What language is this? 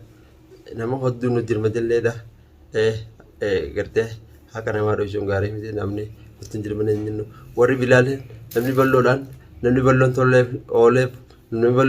Oromo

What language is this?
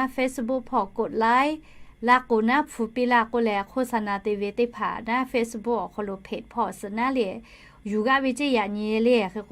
Lahu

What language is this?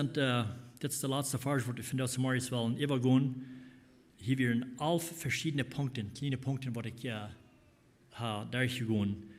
Plautdietsch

